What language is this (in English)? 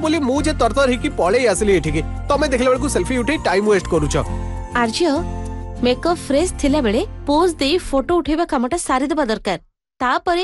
Odia